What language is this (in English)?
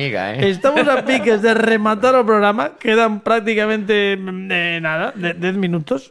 Galician